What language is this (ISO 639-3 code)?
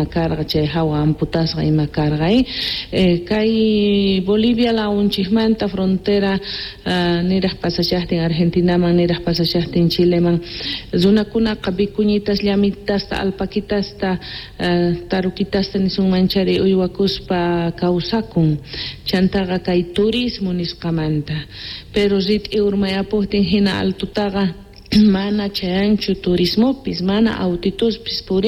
que